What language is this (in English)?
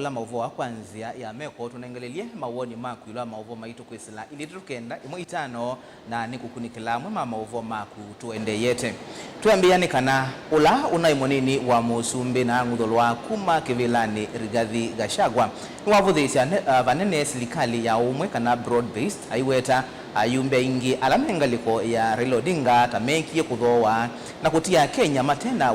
Kamba